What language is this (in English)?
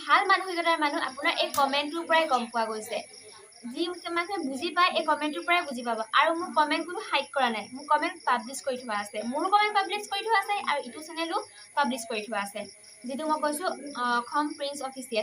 Assamese